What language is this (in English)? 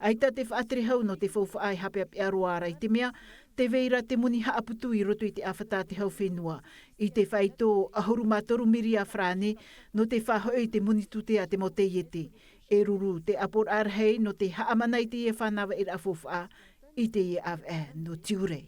Tahitian